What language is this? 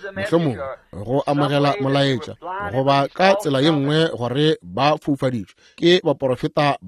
Northern Sotho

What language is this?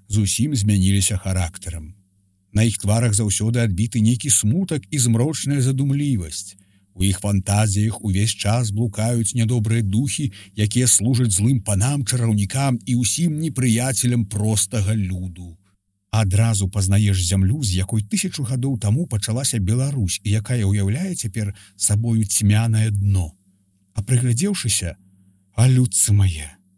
Belarusian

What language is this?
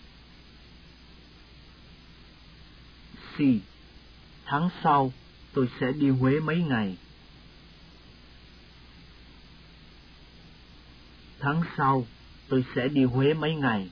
Vietnamese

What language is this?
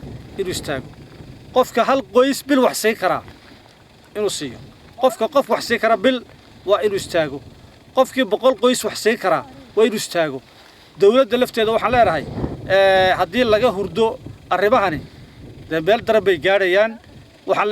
Somali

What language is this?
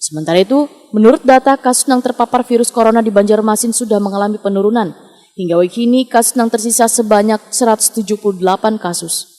Banjar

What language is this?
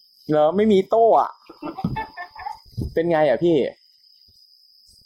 Thai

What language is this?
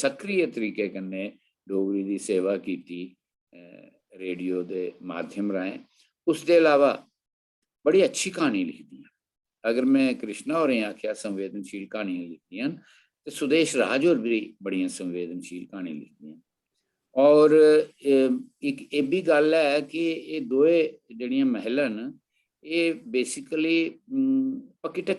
Dogri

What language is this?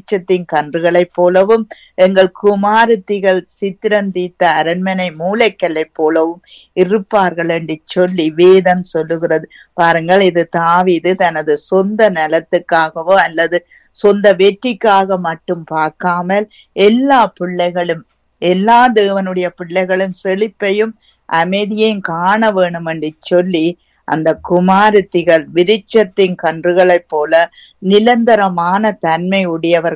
Tamil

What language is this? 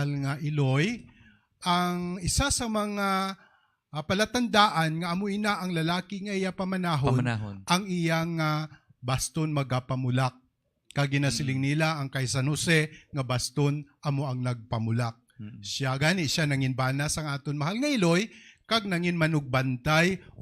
Hiligaynon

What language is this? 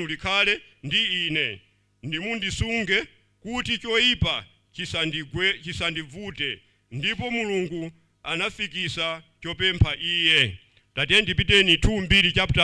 Nyanja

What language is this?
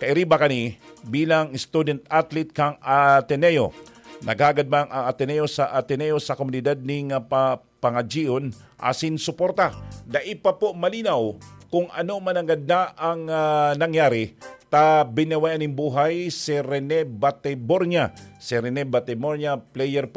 Bikol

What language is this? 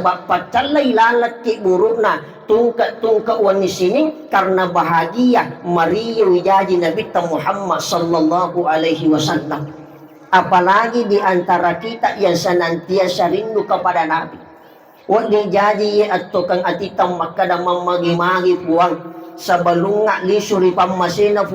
Buginese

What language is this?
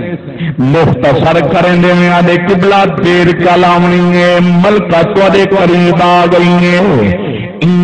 Saraiki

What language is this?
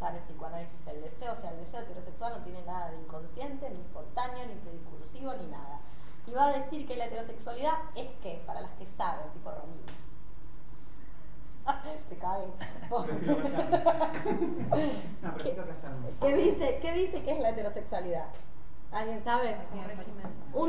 Spanish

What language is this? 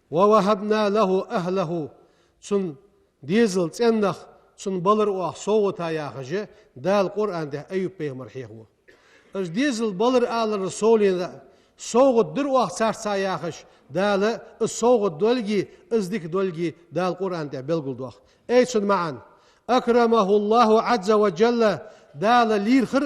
Ingush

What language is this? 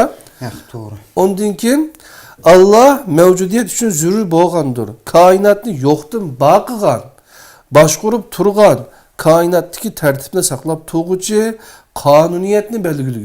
Uyghur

